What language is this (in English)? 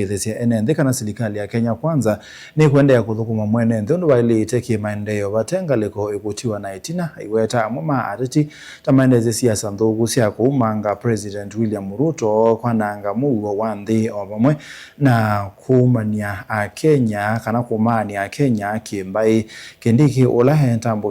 Kamba